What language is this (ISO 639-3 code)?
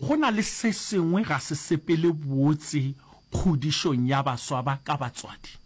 nso